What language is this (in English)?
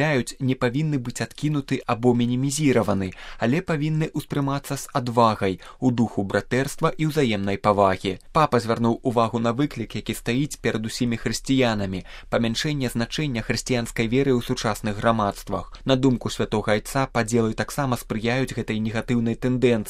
Belarusian